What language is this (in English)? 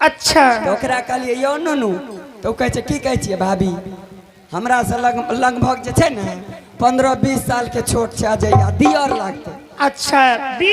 Angika